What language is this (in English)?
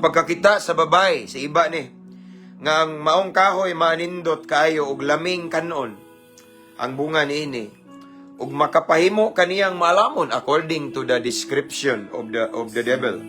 Cebuano